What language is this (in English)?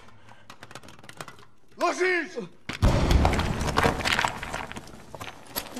Russian